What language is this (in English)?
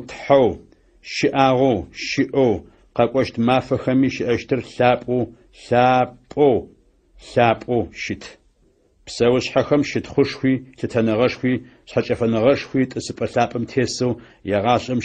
Adyghe